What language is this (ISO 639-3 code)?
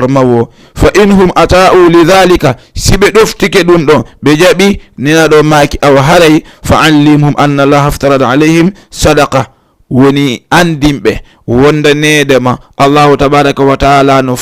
ful